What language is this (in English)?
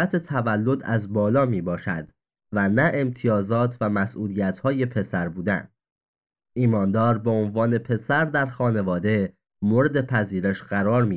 Persian